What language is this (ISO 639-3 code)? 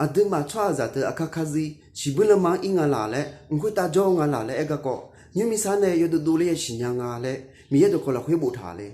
ahk